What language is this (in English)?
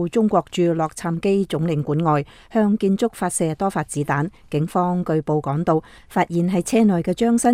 Cantonese